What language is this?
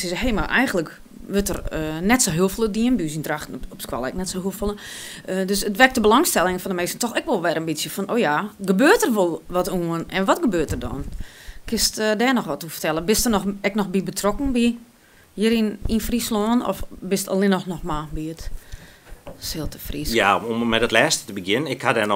Western Frisian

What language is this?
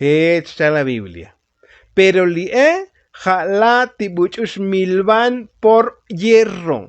Tzotzil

